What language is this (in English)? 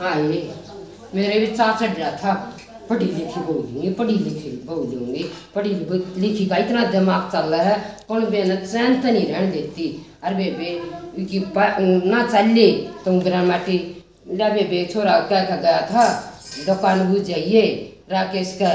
Haryanvi